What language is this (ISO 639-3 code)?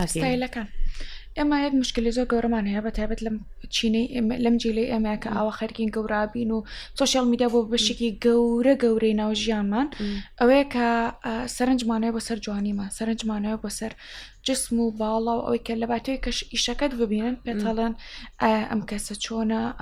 ckb